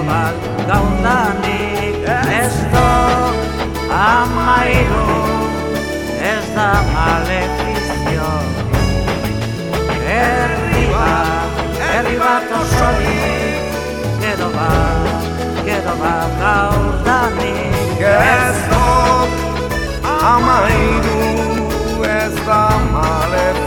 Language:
Basque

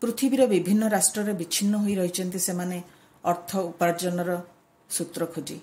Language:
Odia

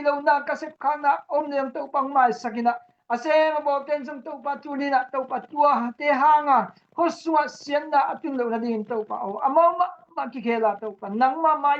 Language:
Tedim Chin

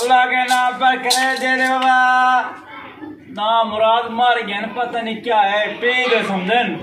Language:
Saraiki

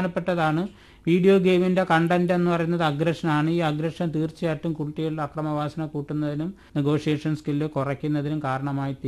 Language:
Malayalam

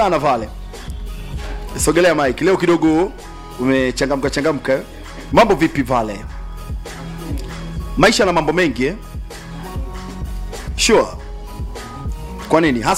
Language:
Swahili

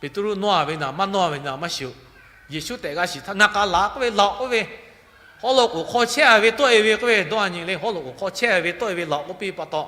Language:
Lahu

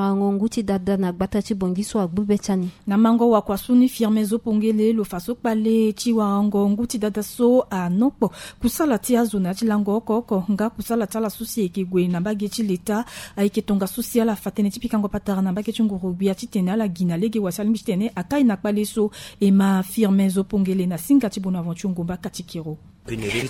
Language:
Sango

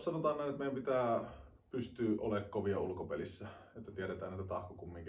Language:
Finnish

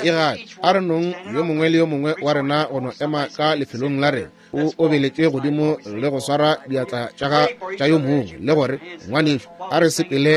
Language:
Northern Sotho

